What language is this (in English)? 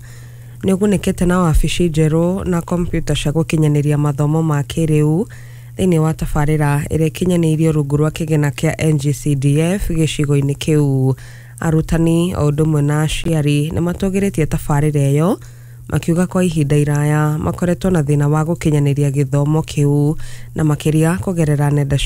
Kikuyu